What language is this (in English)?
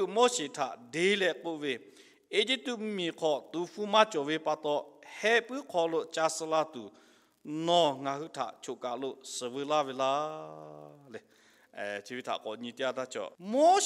Lahu